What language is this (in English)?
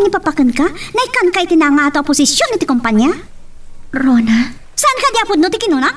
Iloko